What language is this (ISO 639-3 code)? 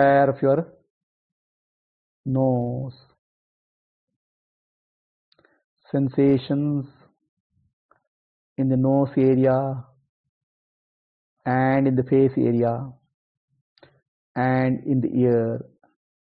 eng